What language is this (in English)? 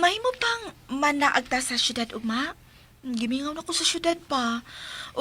Cebuano